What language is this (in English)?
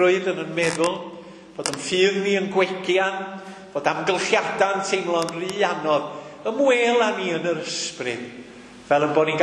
Welsh